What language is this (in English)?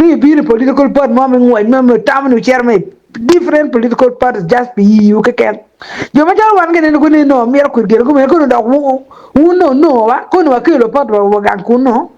Acoli